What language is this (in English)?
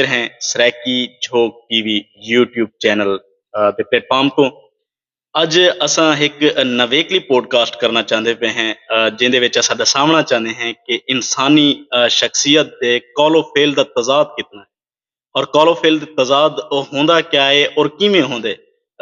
Saraiki